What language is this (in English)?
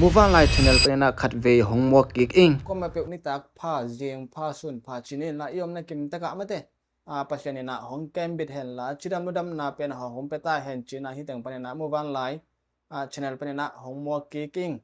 Tedim Chin